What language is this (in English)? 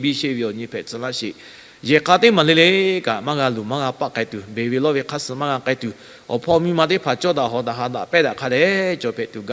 Lahu